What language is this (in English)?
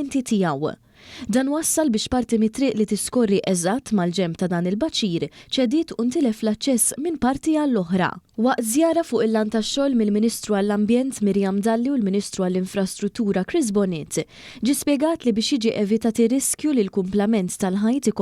Maltese